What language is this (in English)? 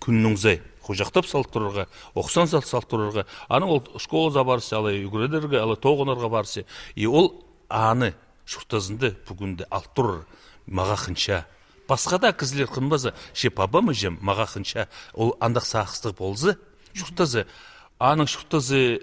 Khakas